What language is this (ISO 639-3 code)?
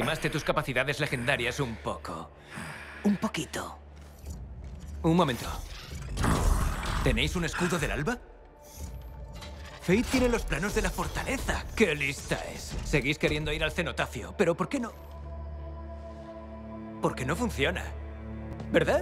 spa